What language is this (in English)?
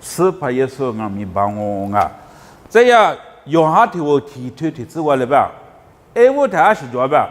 Lisu